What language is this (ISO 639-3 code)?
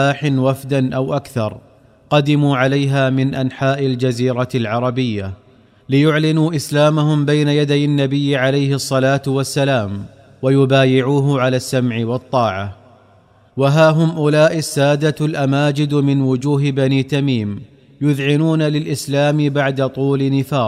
ara